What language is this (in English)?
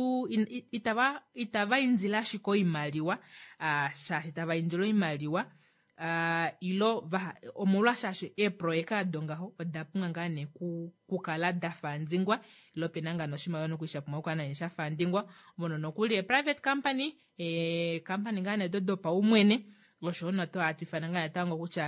Kuanyama